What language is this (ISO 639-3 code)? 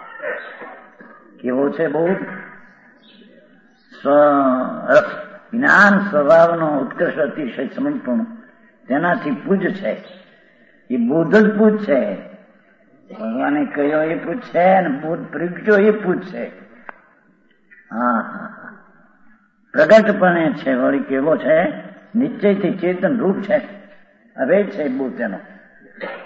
guj